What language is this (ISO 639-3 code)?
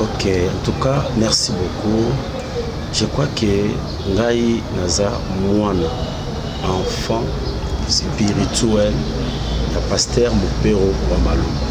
lin